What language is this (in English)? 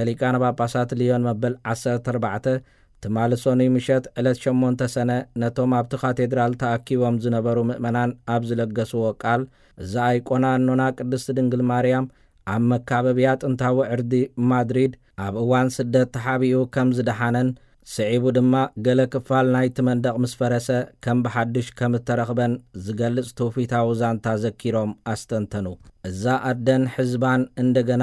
Tigrinya